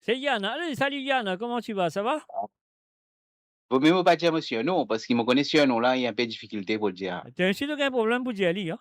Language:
Morisyen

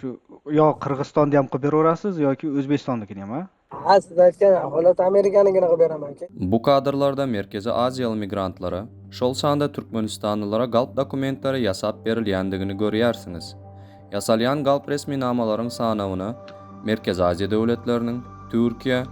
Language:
Turkmen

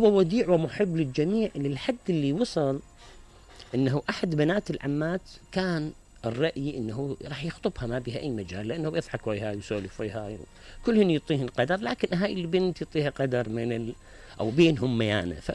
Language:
Mesopotamian Arabic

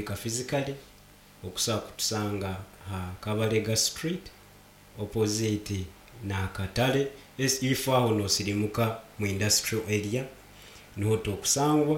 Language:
Nyoro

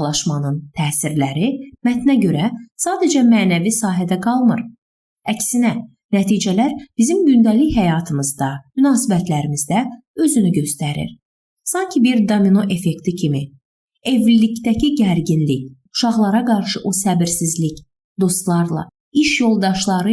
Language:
Azerbaijani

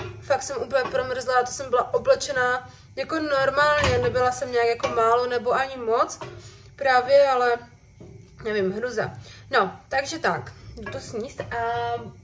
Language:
Czech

